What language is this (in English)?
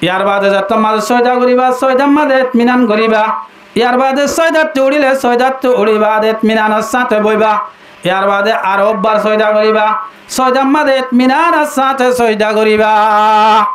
Rohingya